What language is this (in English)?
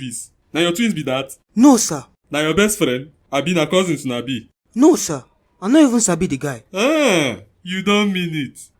Nigerian Pidgin